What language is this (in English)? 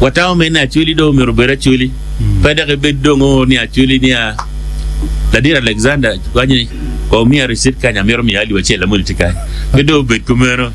Acoli